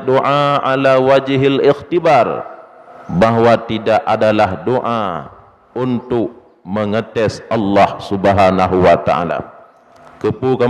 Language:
Achinese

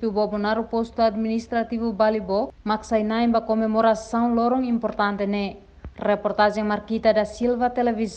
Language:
Tetum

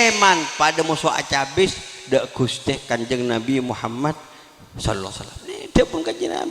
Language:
Madurese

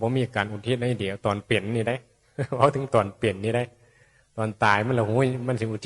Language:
Northeastern Thai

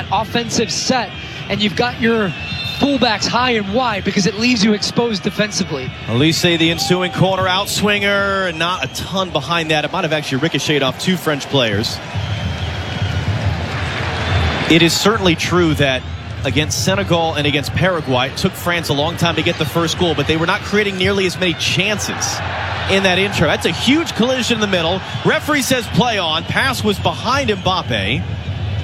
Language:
English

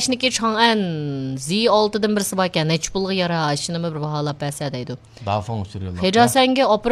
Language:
Uyghur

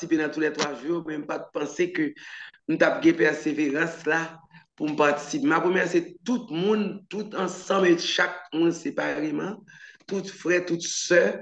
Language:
French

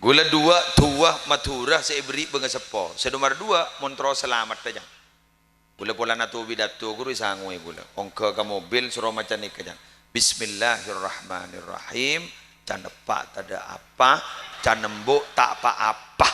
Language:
Madurese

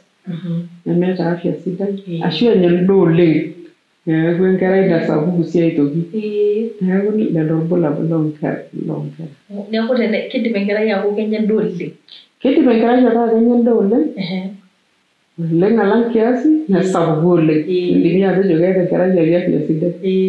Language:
Masai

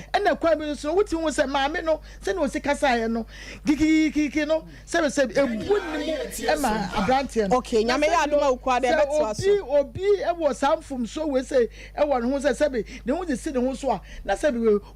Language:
Akan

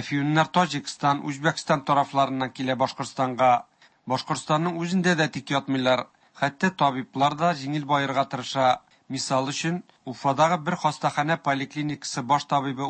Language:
Tatar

